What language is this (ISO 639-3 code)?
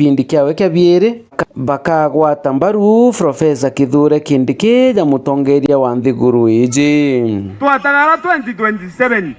mer